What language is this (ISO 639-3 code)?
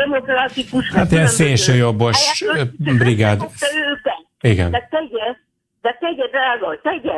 hun